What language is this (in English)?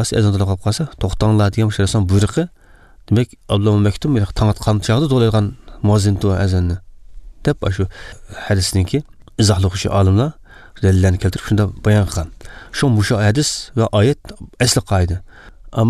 Uyghur